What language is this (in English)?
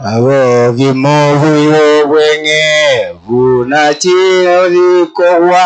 Gusii